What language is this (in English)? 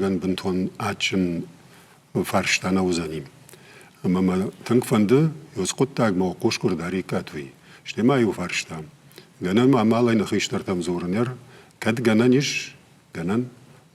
Ossetic